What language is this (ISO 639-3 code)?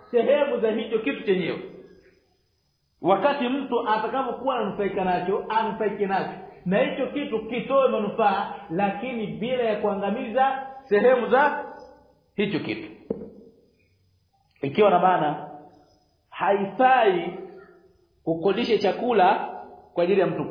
swa